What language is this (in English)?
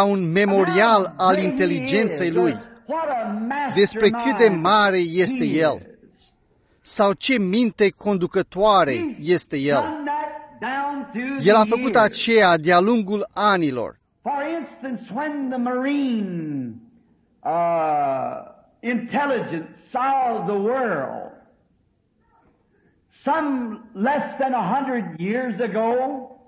Romanian